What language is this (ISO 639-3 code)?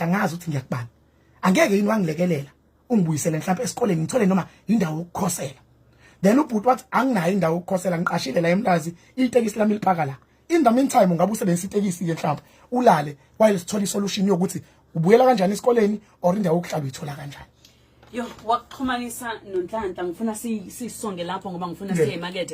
zul